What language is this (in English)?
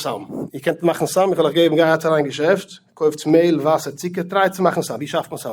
Yiddish